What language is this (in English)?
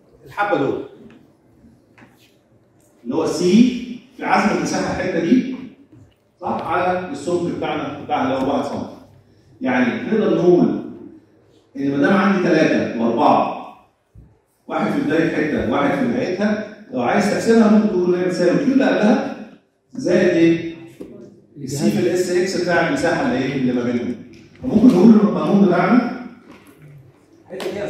Egyptian Arabic